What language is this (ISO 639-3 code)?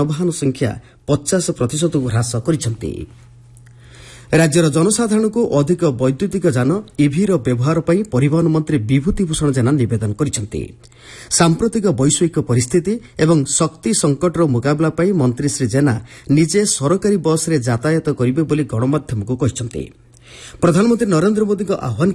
ori